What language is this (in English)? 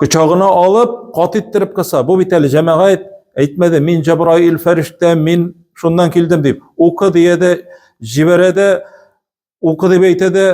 Tatar